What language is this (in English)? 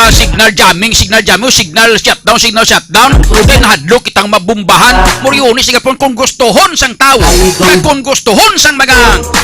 Hiligaynon